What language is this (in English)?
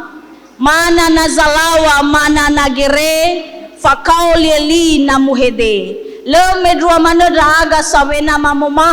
Nias